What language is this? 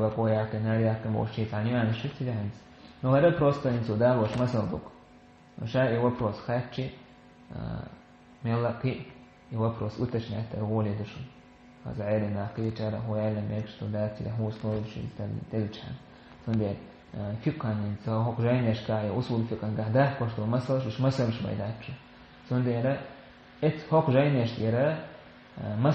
Chechen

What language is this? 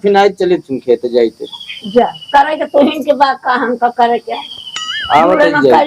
Awadhi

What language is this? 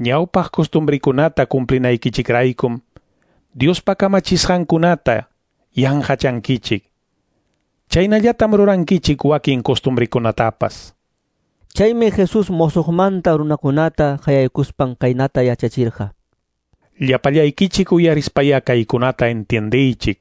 Quechua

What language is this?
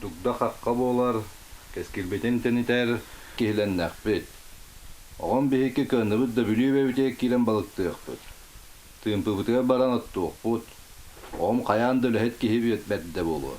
Yakut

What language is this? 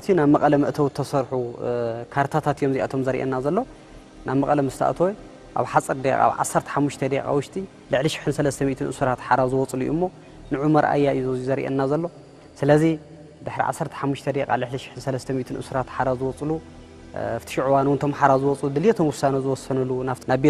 Tigrinya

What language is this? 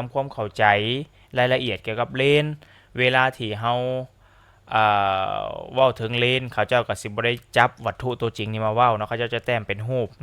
Lao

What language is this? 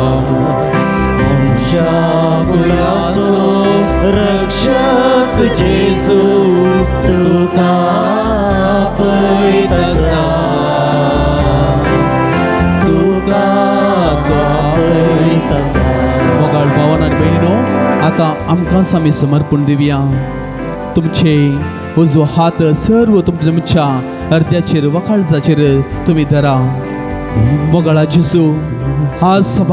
Konkani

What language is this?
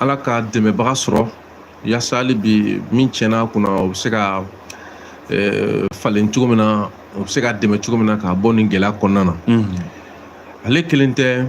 Bambara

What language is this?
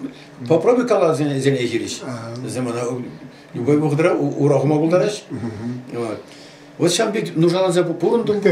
Chuvash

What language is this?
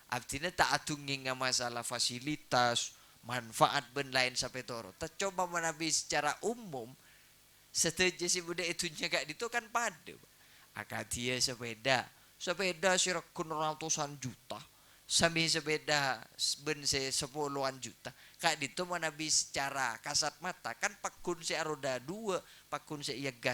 Madurese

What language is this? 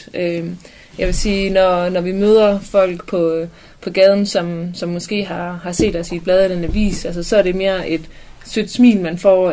Danish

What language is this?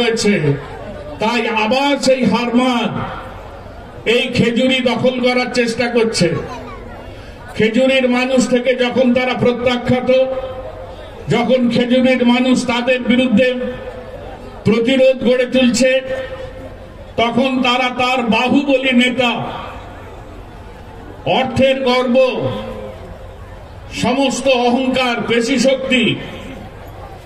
Bangla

